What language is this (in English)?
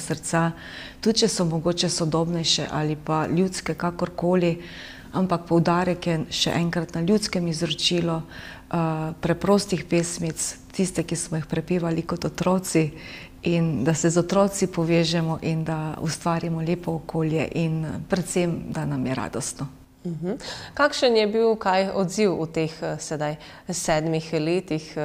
Slovenian